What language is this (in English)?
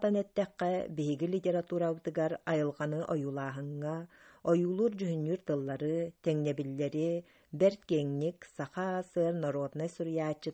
Yakut